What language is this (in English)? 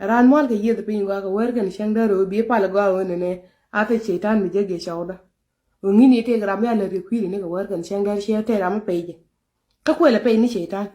Nuer